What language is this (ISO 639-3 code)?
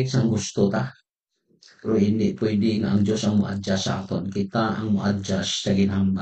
hil